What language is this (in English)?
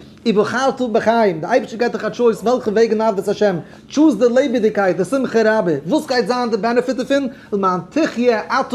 Yiddish